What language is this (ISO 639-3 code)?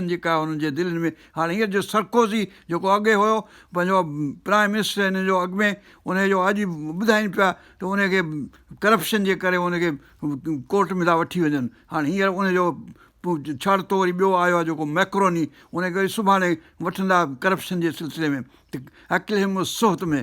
snd